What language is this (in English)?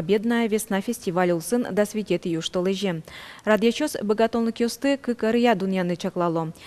Udmurt